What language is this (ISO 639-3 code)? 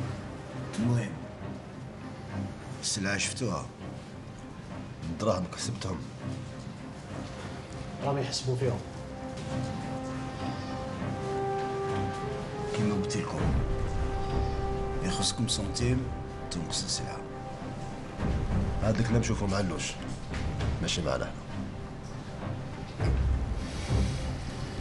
arq